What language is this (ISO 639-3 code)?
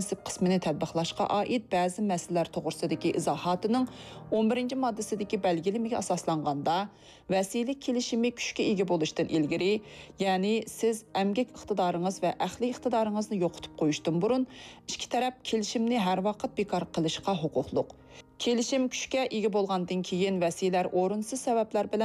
uig